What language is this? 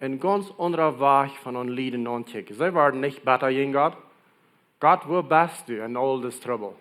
Plautdietsch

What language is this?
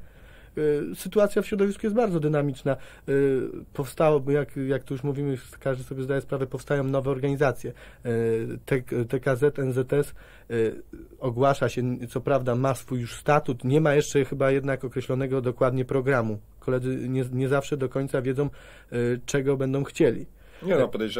Polish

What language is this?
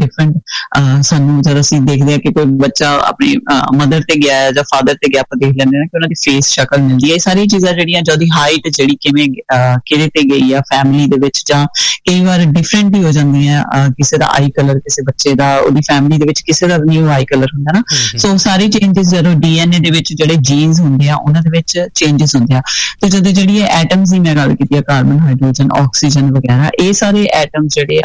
Punjabi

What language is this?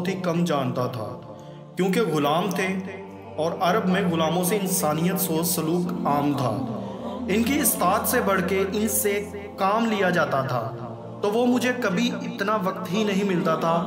Urdu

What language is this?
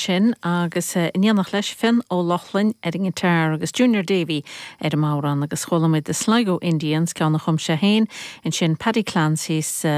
Irish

